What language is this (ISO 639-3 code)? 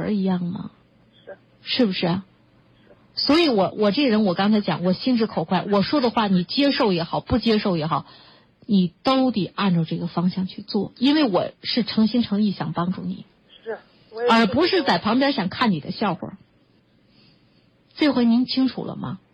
zho